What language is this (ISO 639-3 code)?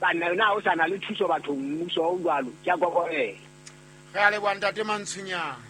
sot